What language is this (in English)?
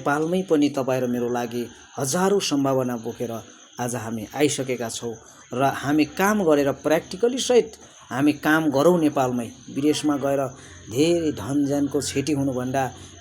Nepali